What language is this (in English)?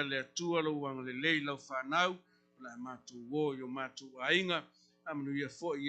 Samoan